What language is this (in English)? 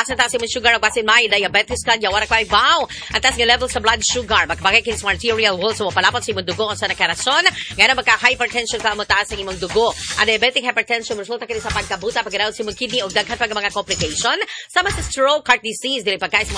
Cebuano